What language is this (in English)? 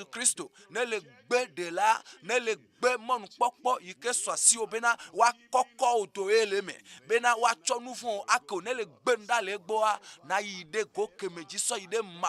Ewe